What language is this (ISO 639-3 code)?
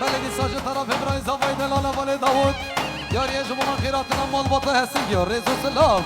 kur